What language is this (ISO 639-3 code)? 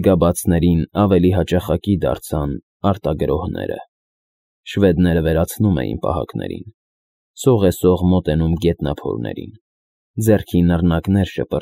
hye